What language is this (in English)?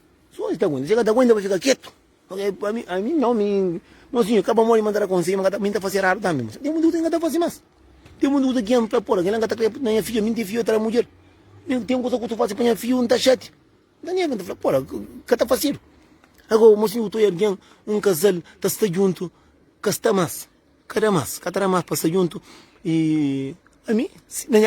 Kabuverdianu